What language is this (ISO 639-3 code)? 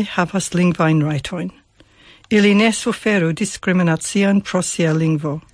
epo